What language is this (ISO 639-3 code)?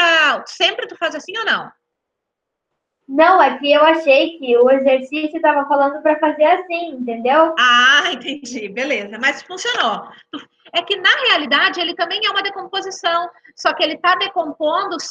por